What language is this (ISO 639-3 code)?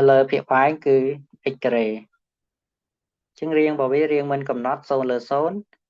khm